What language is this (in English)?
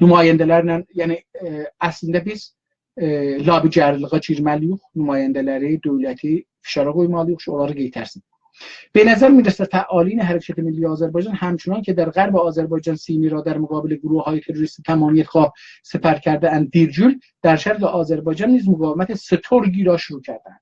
South Azerbaijani